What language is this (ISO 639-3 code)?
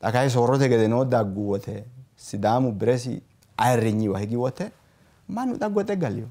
sid